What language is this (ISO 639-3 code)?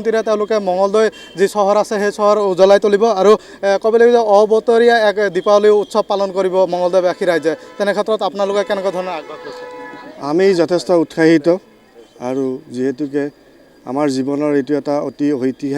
asm